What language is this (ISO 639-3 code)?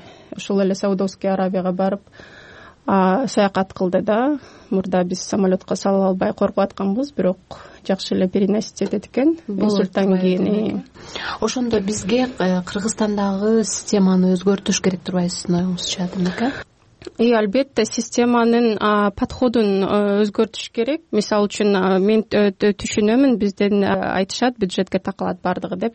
kir